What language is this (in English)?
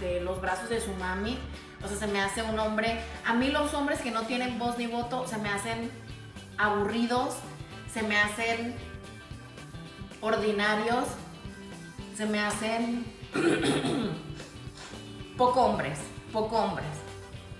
Spanish